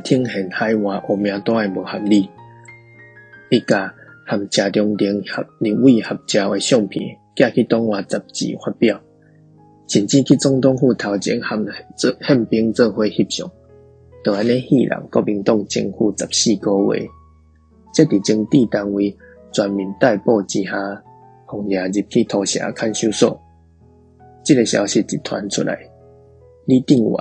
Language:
Min Nan Chinese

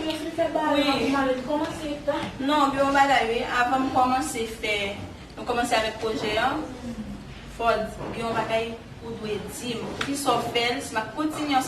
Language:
Haitian Creole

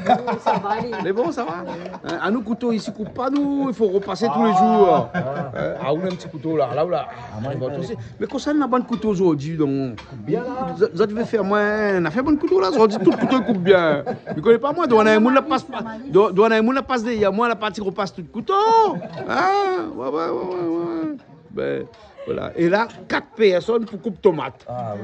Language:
Réunion Creole French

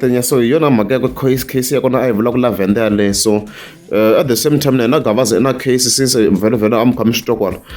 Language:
Tsonga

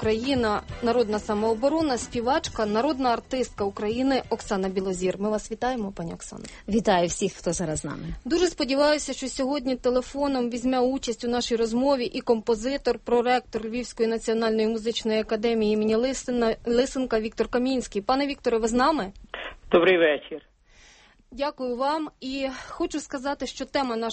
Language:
Ukrainian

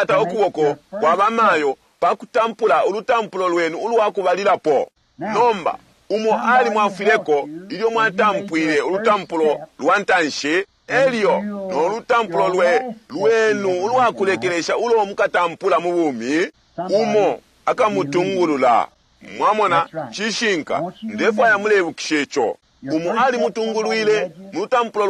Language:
Bemba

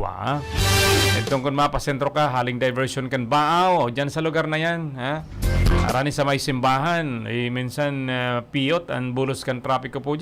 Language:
Bikol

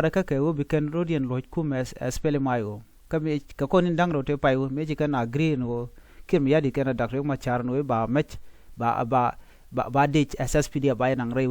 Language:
Nuer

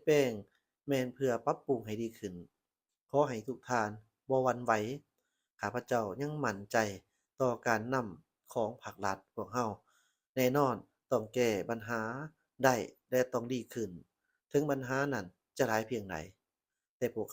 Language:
Lao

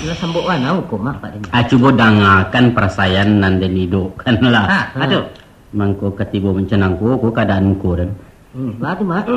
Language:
Minangkabau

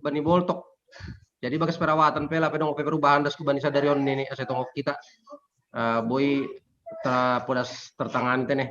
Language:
Batak Simalungun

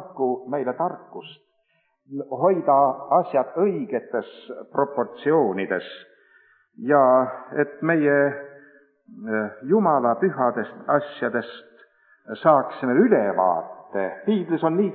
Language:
Estonian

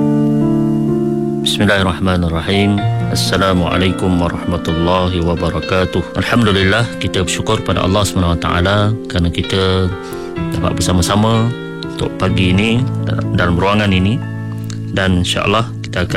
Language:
Malay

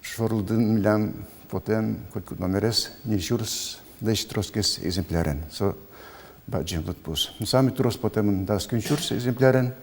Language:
Udmurt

